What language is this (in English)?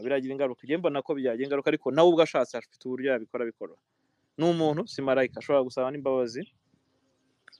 Kinyarwanda